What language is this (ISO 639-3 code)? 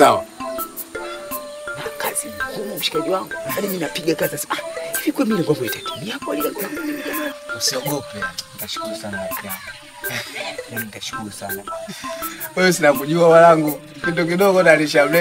swa